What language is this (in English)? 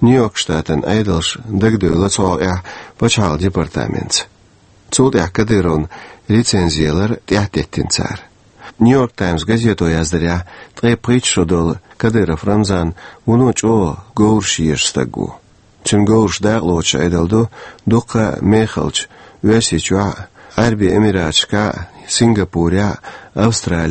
Chechen